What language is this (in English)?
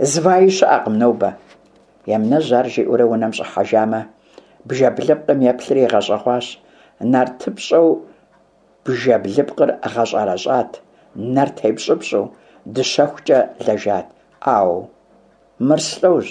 Kabardian